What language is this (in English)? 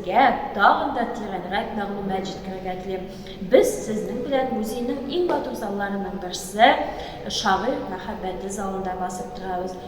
Tatar